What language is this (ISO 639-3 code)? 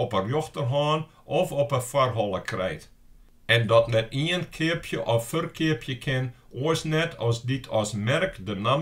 fry